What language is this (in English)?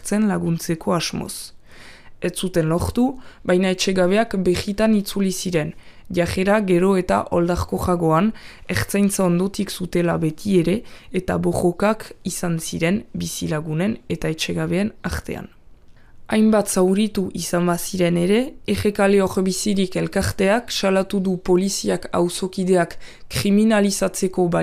Basque